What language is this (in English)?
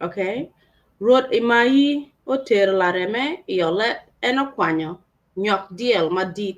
Acoli